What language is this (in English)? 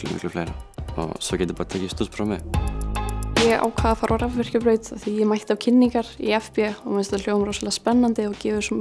Icelandic